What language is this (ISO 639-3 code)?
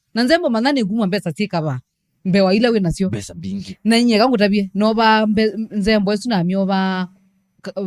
kam